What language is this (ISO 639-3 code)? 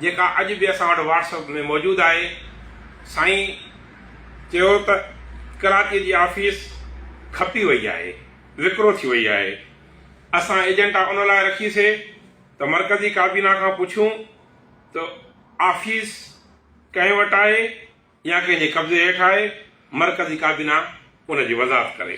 snd